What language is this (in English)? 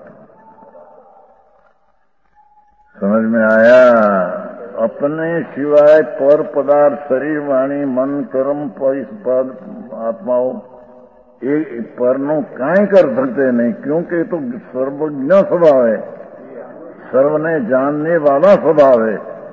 Hindi